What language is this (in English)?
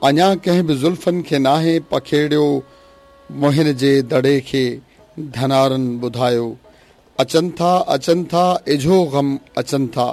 Sindhi